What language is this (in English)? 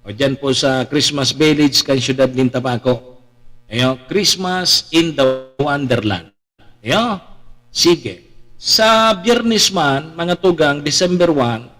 Bikol